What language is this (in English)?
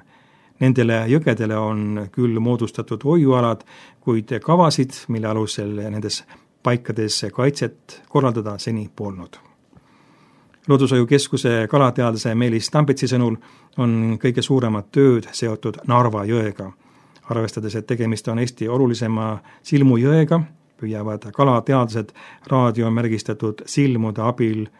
Estonian